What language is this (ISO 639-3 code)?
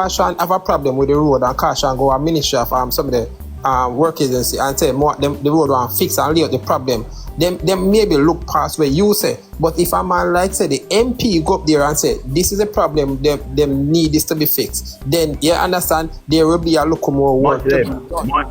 jam